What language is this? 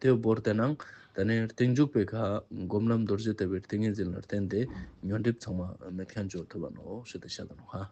Ladakhi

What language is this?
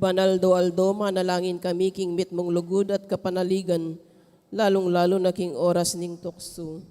Pampanga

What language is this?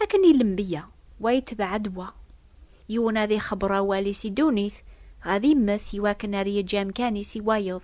Kabyle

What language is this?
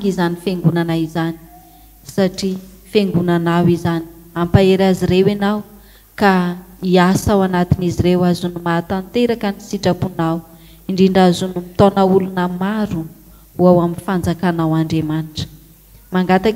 Malagasy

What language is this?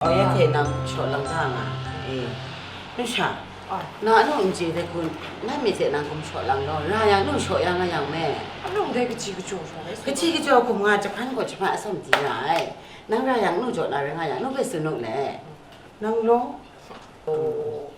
Kachin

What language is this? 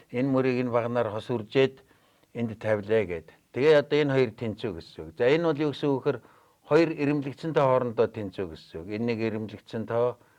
Mongolian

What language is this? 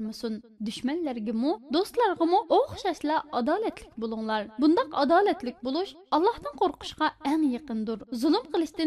Uyghur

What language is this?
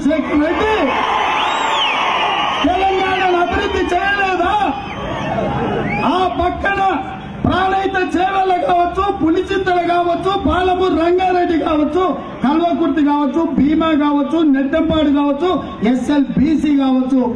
Telugu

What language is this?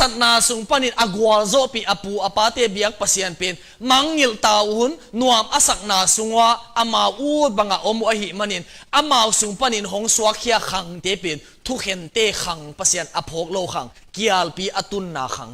Tedim Chin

